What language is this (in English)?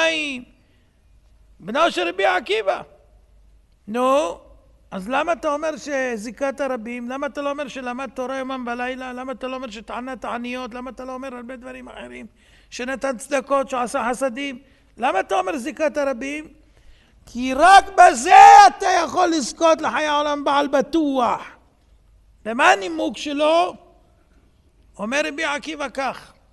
Hebrew